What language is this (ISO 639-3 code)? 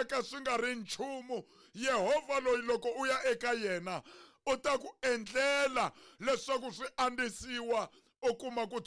tso